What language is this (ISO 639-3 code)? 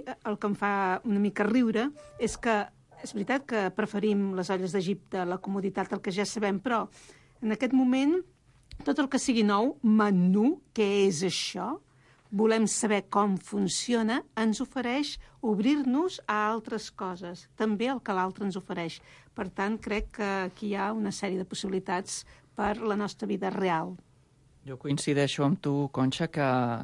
cat